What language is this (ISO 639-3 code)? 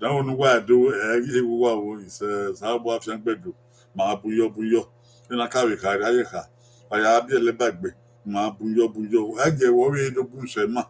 bin